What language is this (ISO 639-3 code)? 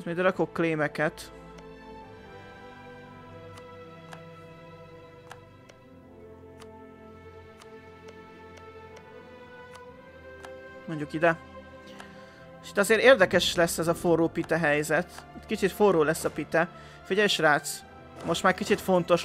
hun